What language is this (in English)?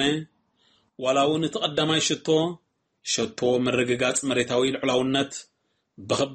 Tigrinya